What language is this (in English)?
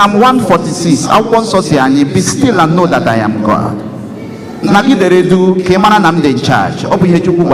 Igbo